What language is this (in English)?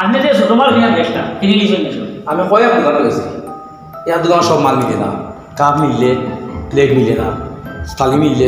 Sylheti